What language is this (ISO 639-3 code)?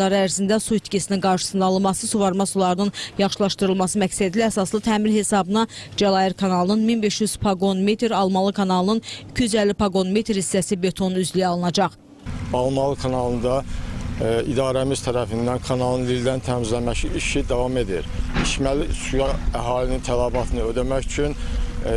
aze